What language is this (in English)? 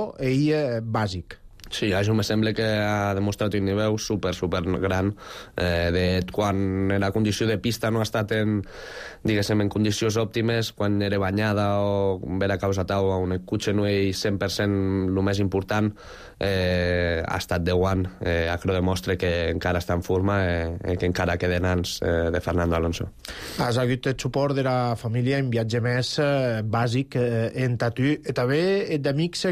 Catalan